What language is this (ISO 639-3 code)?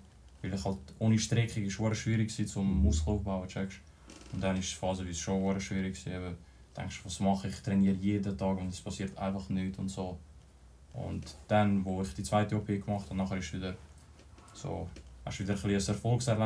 gsw